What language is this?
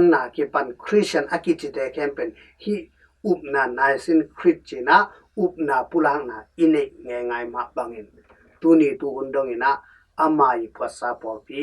Tedim Chin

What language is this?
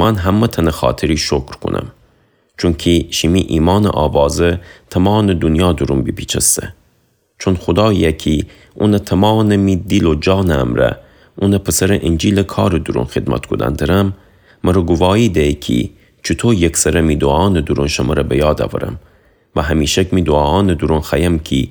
Gilaki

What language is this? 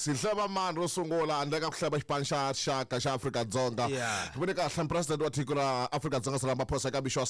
Tsonga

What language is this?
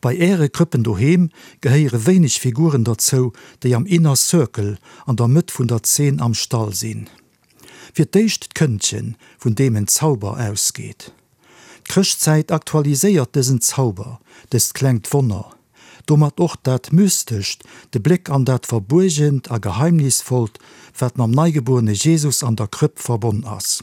Luxembourgish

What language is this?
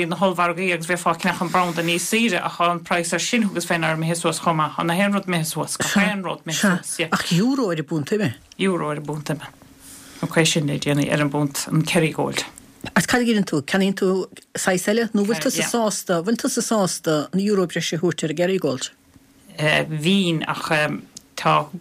Irish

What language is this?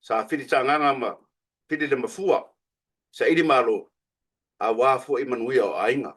Samoan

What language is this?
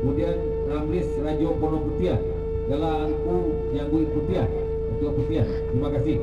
Minangkabau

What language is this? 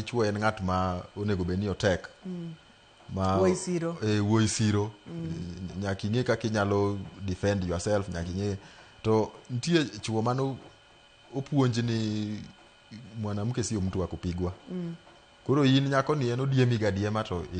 Luo (Kenya and Tanzania)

